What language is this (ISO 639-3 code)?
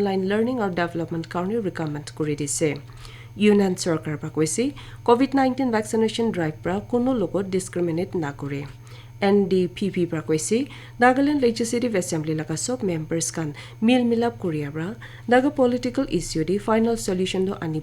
nag